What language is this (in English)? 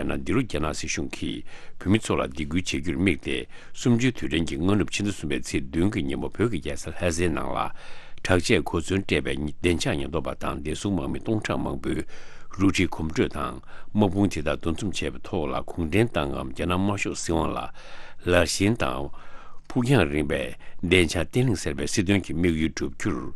Tibetan